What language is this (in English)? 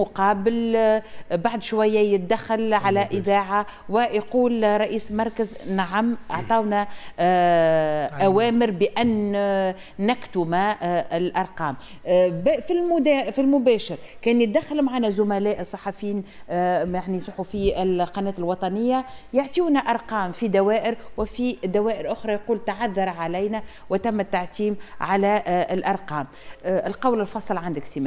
Tunisian Arabic